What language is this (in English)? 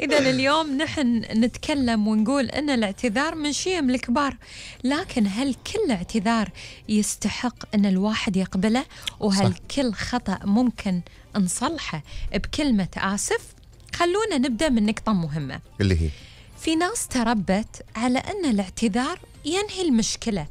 Gulf Arabic